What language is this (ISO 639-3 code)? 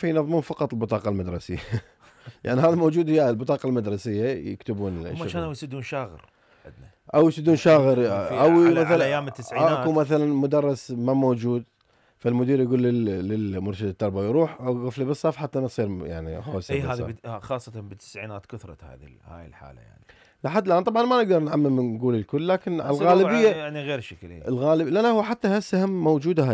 acm